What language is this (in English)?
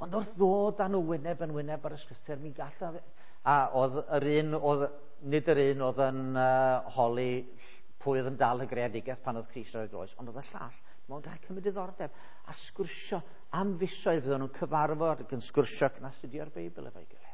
Welsh